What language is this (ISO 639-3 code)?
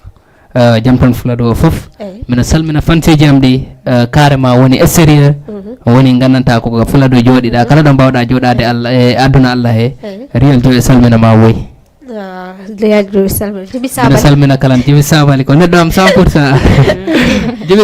ful